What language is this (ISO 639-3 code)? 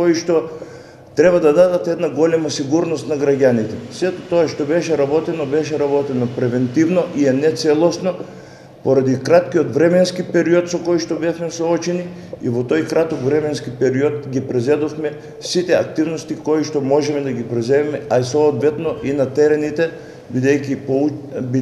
mkd